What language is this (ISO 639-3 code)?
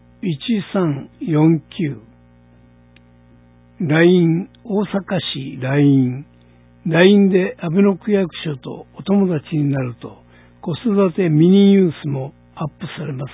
jpn